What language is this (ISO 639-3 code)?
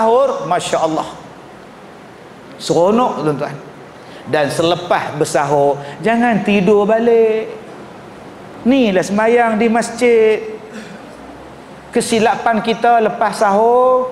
msa